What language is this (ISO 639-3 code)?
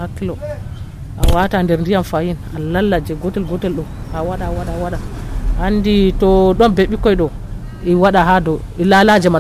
fuv